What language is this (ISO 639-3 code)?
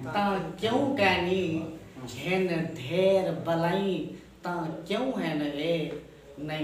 skr